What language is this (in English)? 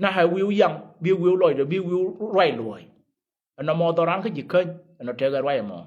Nuer